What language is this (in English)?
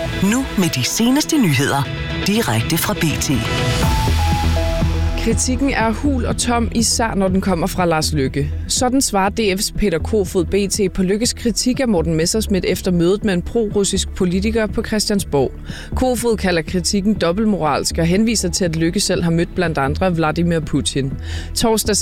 Danish